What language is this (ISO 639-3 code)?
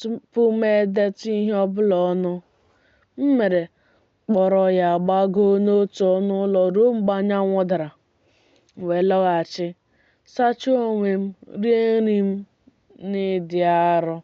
ibo